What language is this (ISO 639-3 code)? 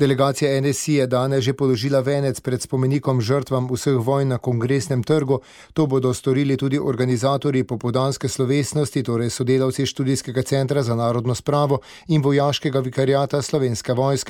slv